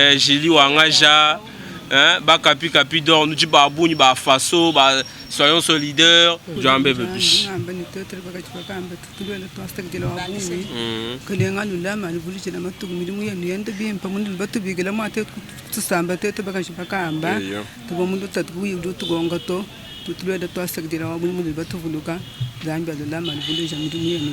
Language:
Luba-Lulua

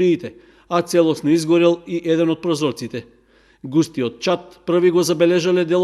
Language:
Macedonian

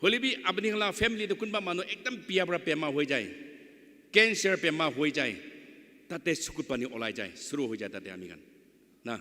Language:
Naga Pidgin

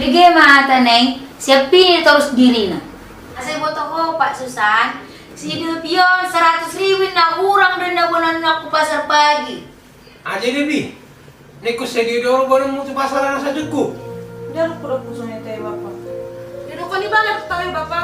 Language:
Batak Toba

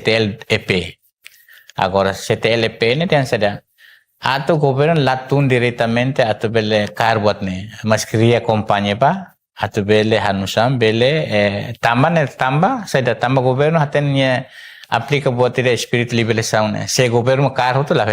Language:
Tetum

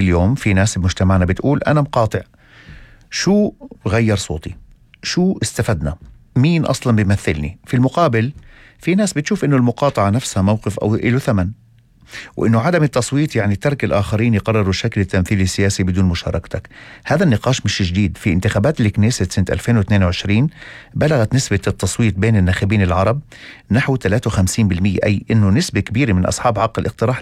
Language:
North Levantine Arabic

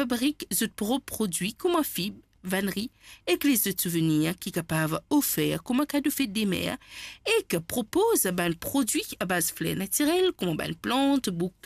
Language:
Morisyen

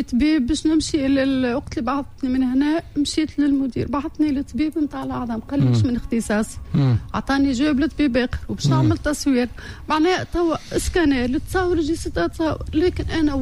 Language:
Tunisian Arabic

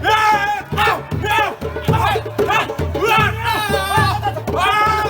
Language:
Betawi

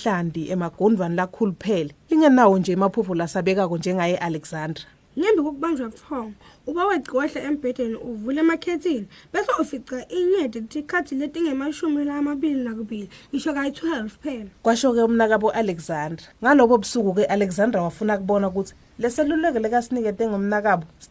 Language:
Swati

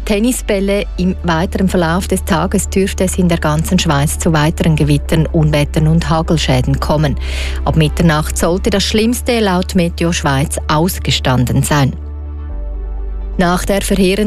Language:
German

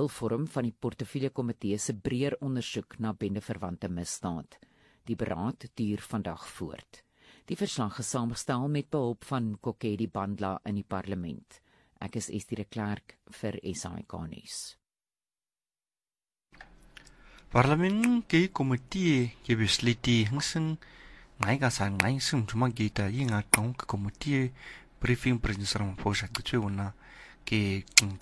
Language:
Afrikaans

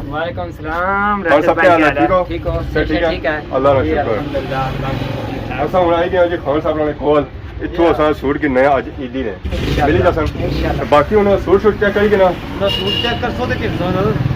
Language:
Pahari-Potwari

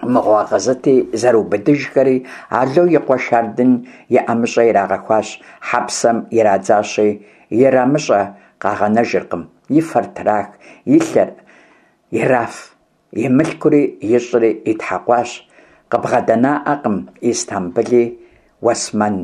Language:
Kabardian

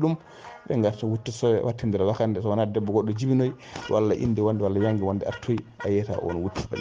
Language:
Fula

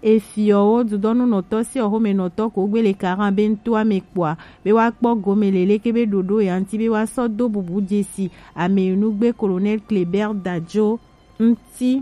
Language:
Gen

